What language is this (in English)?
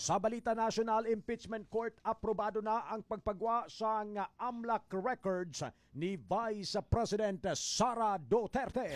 Hiligaynon